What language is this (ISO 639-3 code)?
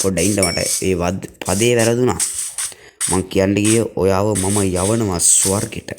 sin